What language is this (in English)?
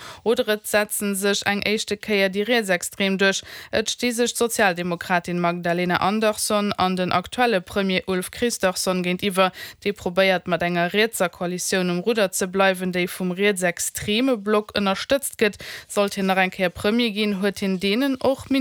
Luxembourgish